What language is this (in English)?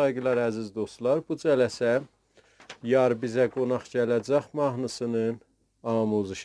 South Azerbaijani